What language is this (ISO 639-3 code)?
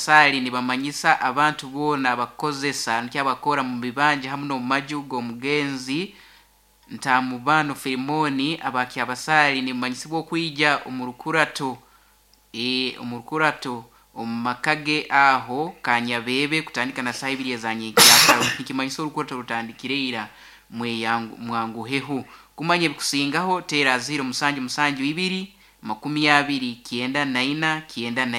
nyo